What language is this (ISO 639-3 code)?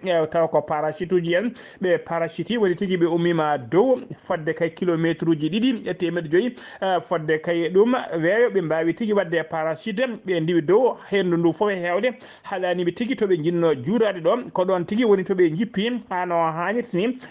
ful